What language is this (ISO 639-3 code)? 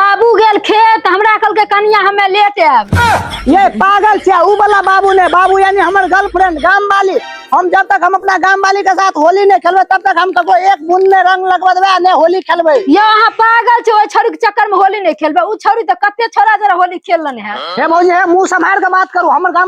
mai